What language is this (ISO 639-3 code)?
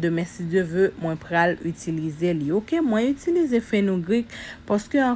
hat